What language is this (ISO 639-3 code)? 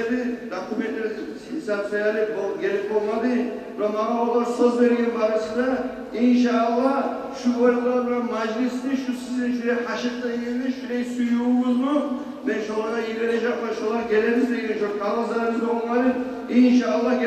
kum